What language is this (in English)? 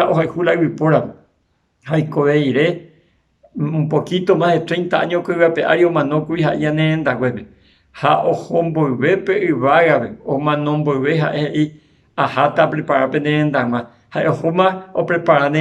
Guarani